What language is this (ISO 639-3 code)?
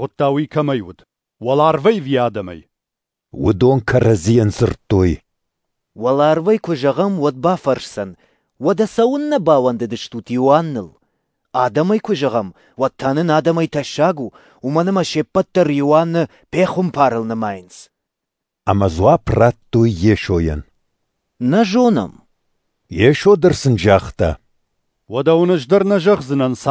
oss